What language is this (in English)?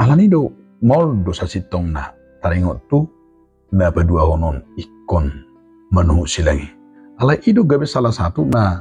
Batak Toba